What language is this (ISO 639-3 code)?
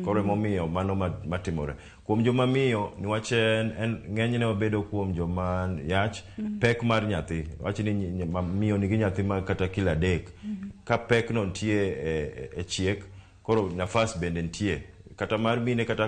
luo